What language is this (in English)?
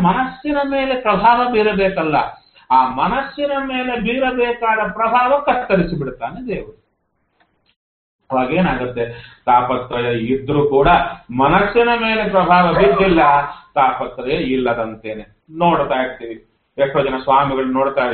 Kannada